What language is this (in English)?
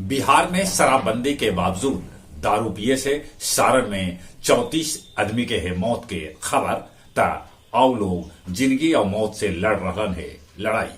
Magahi